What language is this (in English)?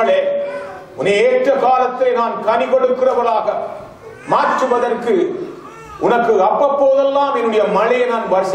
Tamil